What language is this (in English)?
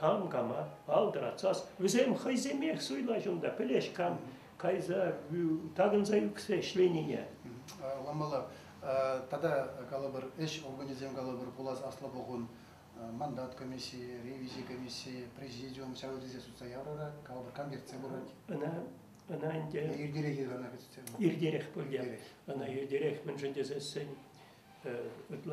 Chuvash